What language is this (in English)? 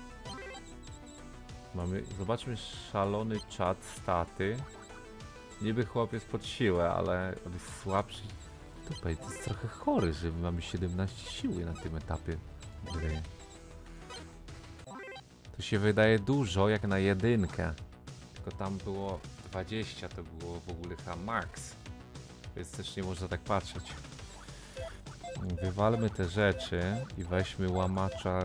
Polish